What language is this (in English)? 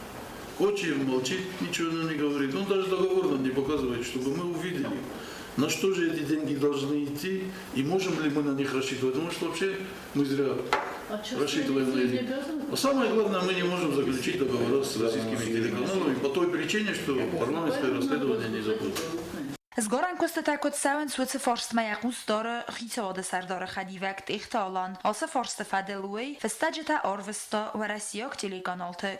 Ossetic